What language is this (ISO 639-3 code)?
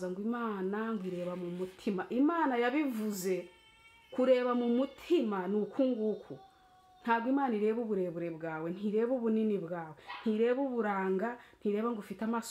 kin